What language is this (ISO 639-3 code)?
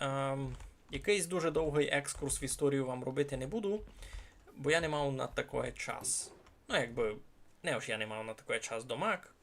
rue